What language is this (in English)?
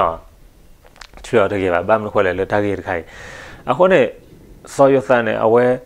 S'gaw Karen